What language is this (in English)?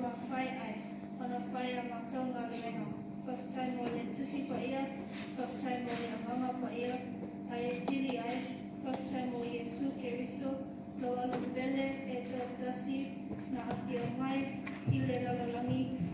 Samoan